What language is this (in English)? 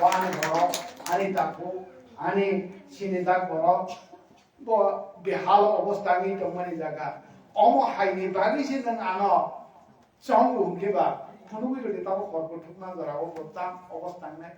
Kok Borok